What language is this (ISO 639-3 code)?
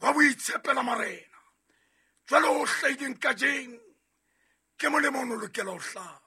sot